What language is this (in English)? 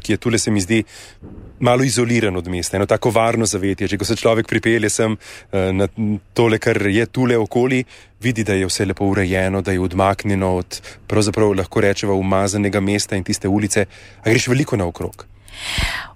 Slovenian